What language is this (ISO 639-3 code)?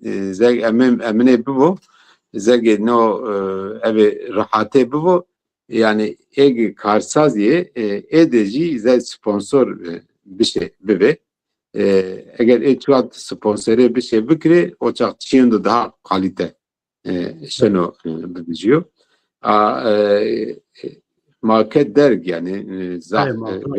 zza